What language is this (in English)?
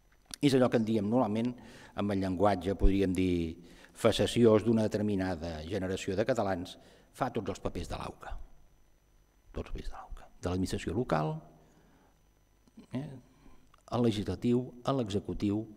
Catalan